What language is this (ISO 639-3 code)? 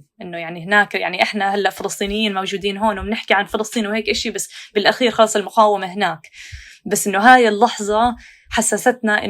apc